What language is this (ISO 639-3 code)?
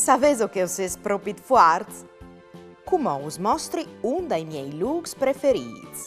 fur